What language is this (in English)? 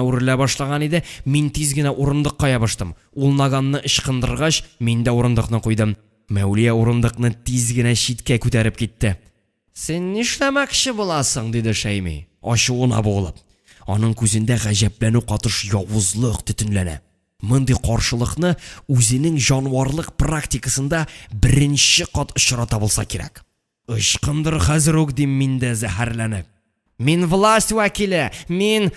Tatar